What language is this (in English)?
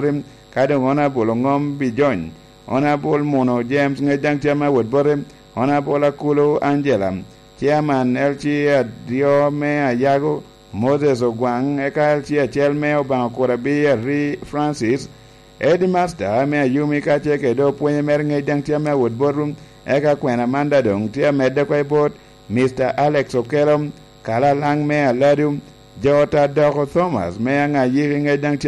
Lango (Uganda)